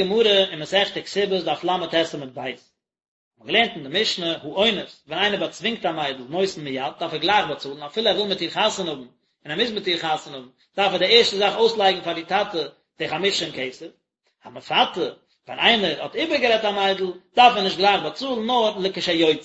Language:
Yiddish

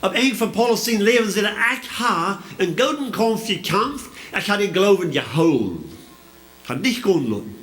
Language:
Plautdietsch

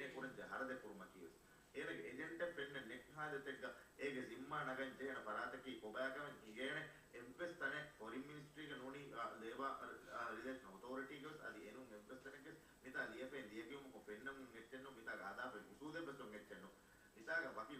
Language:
Divehi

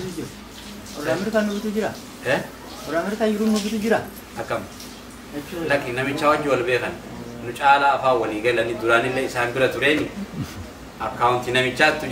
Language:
Oromo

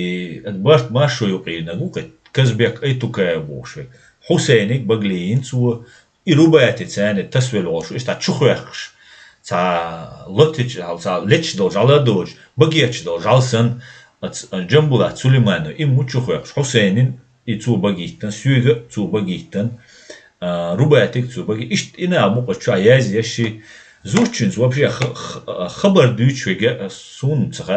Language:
Chechen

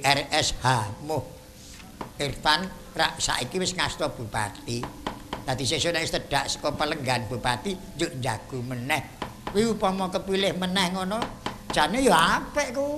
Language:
Javanese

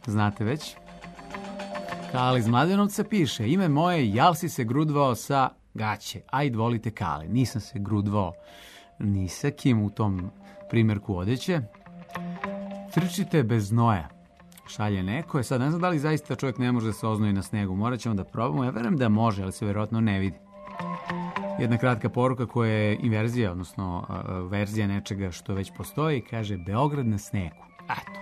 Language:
Serbian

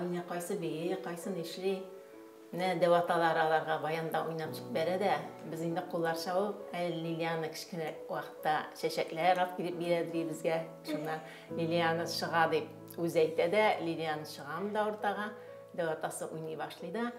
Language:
Tatar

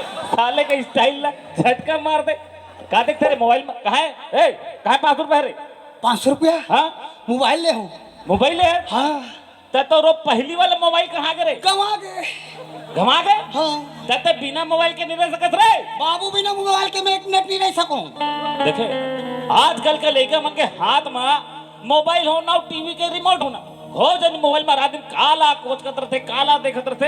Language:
Chhattisgarhi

